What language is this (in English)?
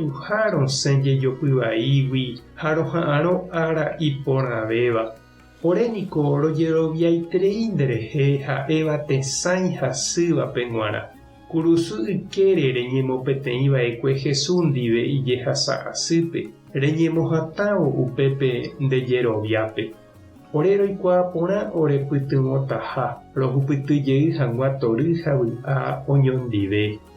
Guarani